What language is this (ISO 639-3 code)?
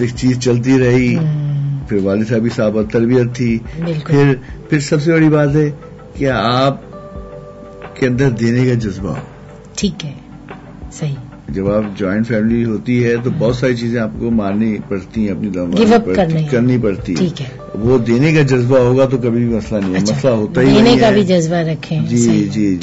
urd